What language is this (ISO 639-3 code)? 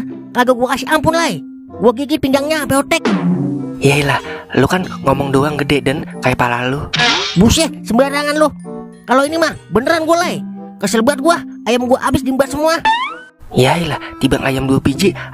bew